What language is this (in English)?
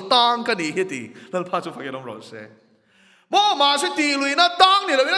Mizo